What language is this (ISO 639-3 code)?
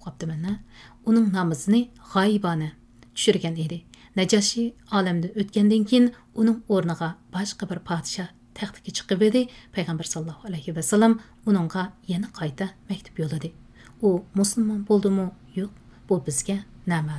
uig